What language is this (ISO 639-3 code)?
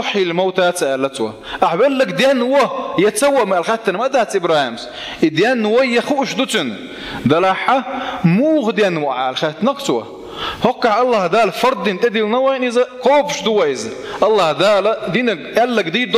che